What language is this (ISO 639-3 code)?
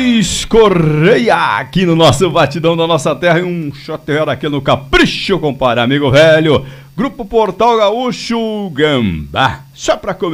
por